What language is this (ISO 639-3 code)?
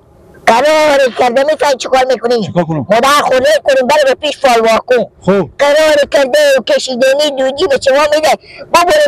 fas